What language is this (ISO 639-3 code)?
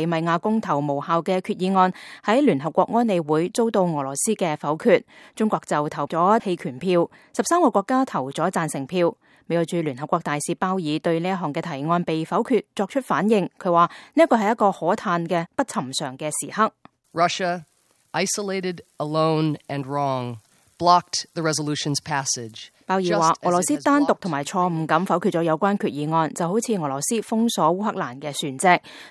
yue